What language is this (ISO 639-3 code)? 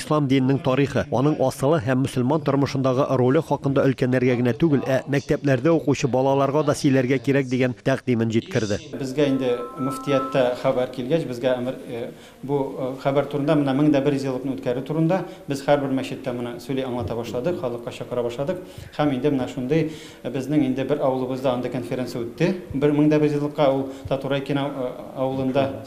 tat